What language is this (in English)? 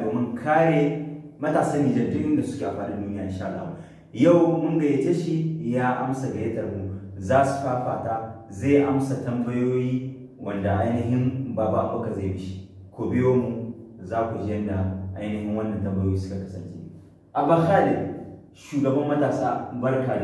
Hausa